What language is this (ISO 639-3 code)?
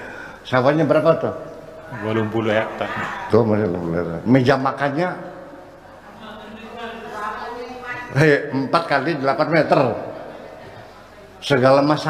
ind